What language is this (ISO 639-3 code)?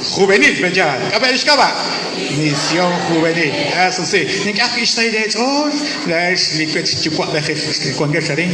kek